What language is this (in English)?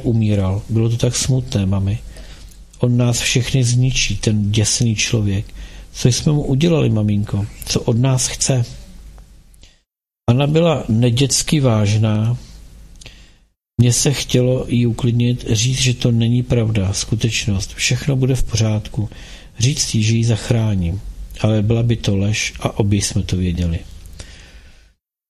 Czech